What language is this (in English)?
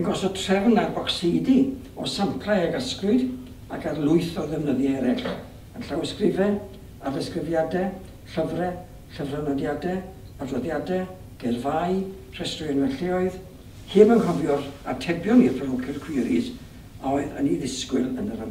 Welsh